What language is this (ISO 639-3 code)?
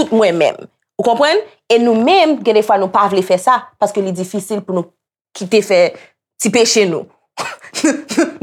hat